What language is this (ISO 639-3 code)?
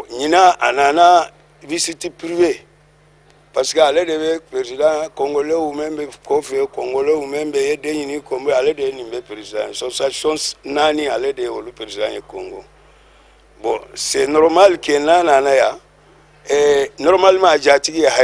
bam